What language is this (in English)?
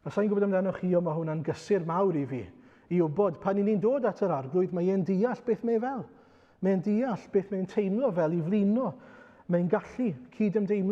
Welsh